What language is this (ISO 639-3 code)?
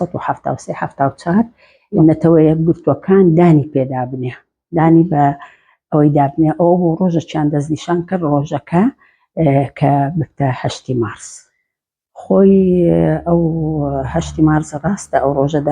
ckb